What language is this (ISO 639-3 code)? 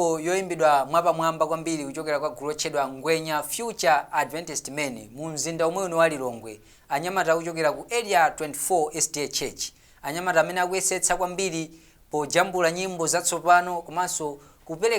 nya